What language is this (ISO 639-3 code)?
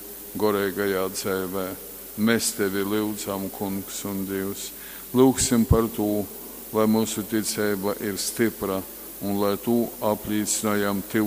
ltg